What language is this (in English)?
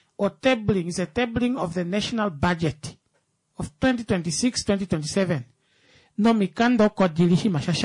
Kuanyama